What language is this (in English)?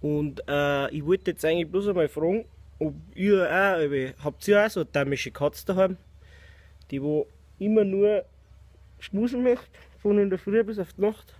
Bavarian